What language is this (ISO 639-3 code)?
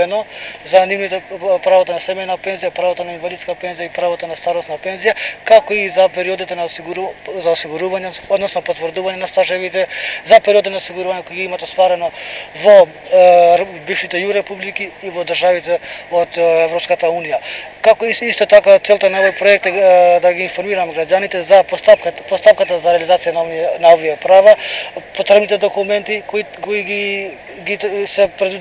mkd